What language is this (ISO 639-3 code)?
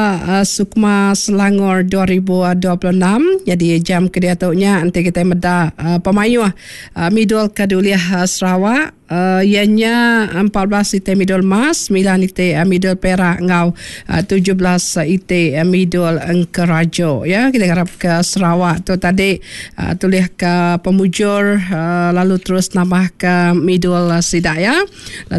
iba